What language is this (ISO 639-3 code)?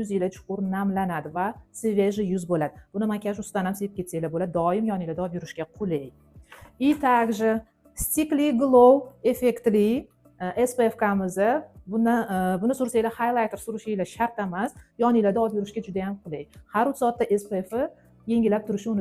uzb